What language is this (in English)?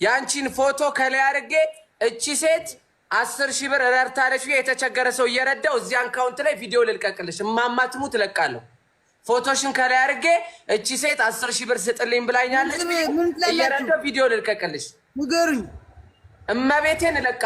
Amharic